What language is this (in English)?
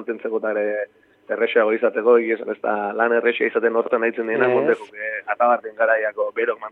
Basque